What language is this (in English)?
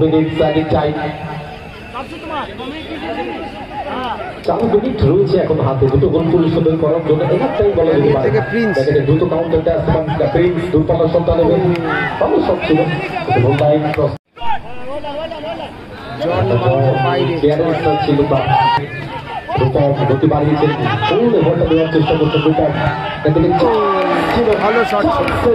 Bangla